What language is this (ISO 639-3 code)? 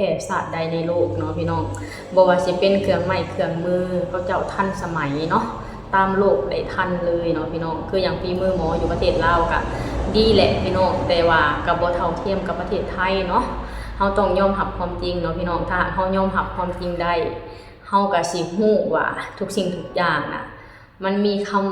lao